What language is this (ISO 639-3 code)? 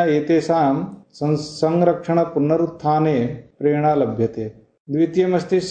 san